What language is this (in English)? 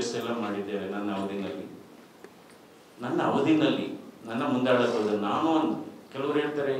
Kannada